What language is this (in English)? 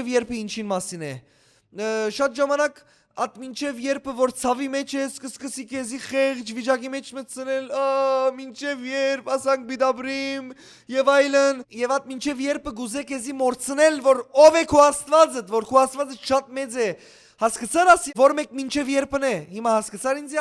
Western Armenian